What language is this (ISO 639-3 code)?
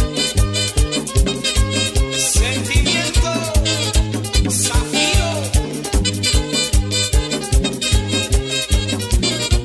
spa